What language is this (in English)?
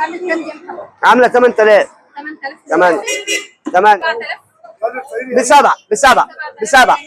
Egyptian Arabic